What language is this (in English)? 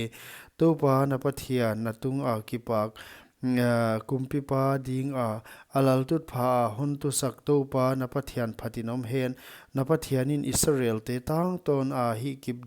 Paite Chin